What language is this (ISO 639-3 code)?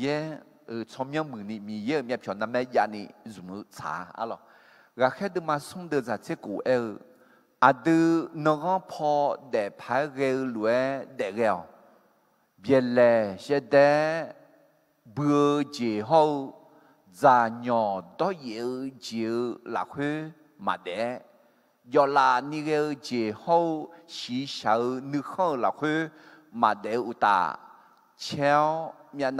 ahk